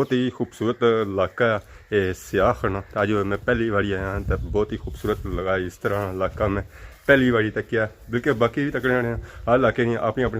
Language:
Pahari-Potwari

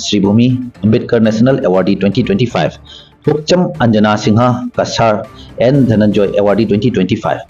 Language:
Manipuri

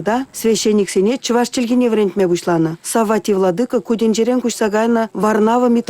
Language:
Chuvash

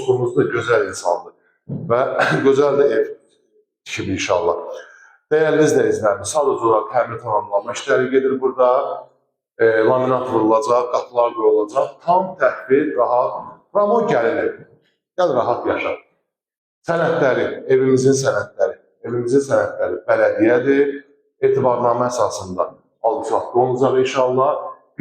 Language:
Azerbaijani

